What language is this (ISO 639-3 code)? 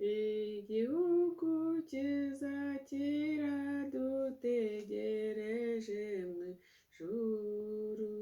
kin